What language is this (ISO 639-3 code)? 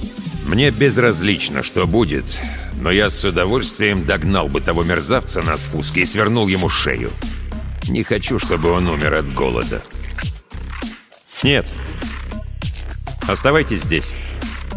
rus